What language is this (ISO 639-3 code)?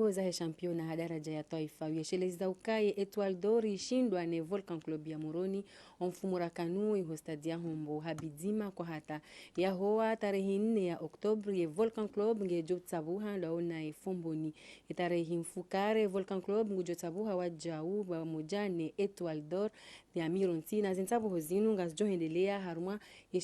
zdj